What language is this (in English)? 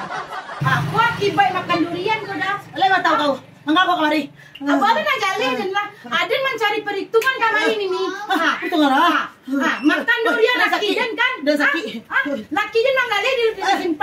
Minangkabau